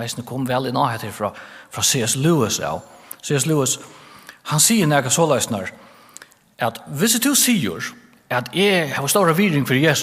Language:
Faroese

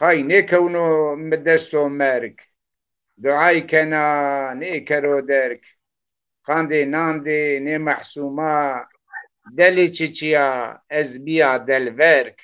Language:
Zaza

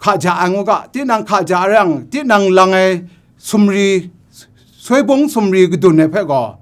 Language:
Kachin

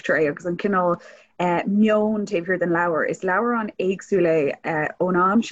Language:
Irish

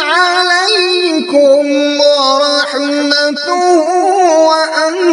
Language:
Kashmiri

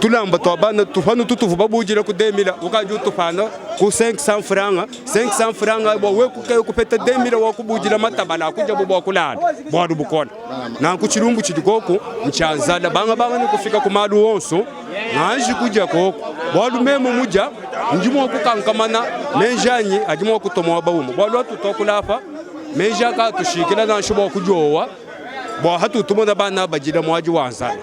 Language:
Luba-Lulua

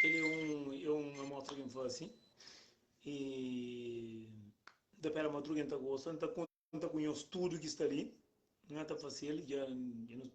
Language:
Kabuverdianu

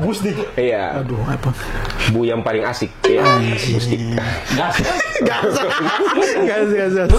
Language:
Ambonese Malay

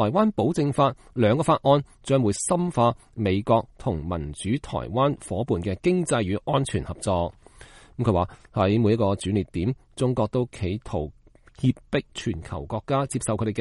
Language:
Cantonese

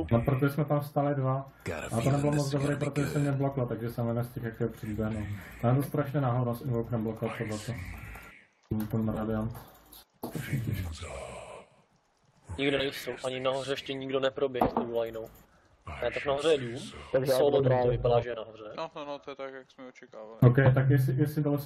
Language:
Czech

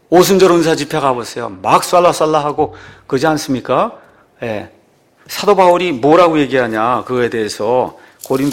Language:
Korean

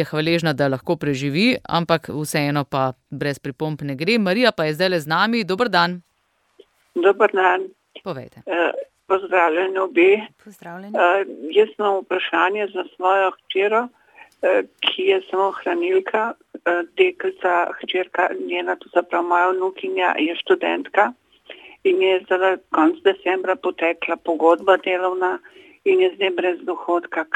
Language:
Slovenian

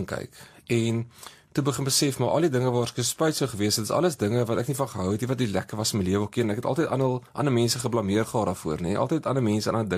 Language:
Afrikaans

